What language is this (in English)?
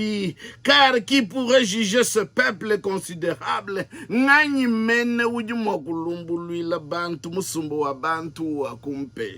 Luba-Lulua